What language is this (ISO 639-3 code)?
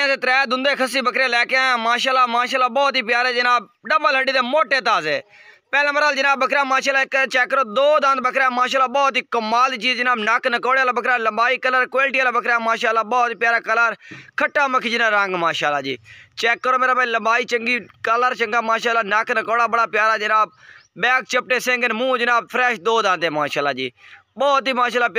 skr